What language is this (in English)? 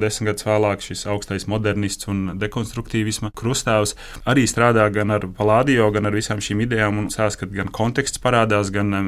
Latvian